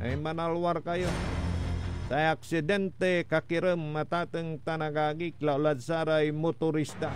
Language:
Pangasinan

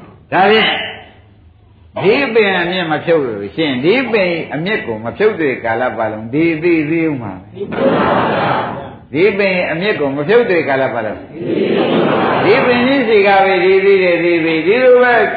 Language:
Burmese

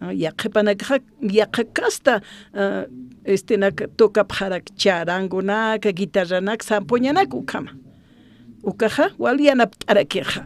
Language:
Aymara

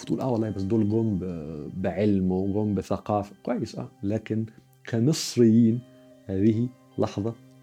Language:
Egyptian Arabic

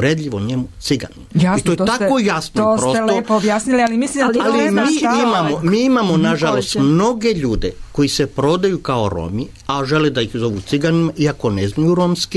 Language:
Serbian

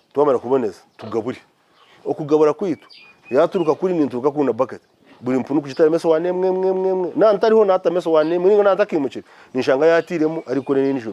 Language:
Nyankole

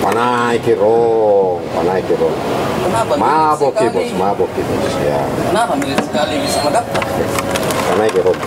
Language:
Makassar Malay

